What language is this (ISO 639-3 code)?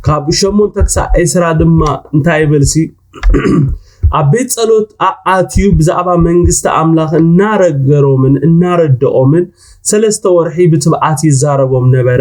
tir